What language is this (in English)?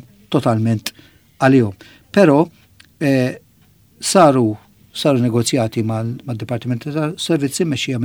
Maltese